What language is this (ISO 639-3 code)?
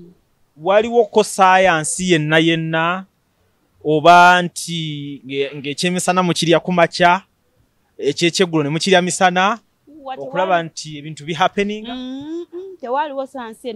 lug